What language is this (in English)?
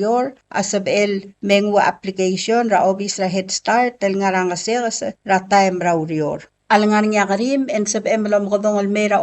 Palauan